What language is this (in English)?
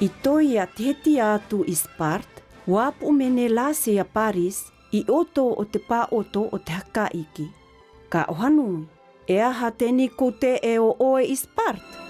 Tahitian